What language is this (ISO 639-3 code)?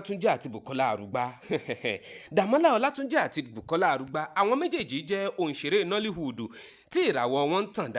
yor